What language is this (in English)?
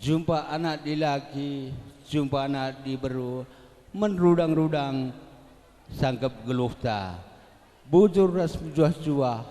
Batak Karo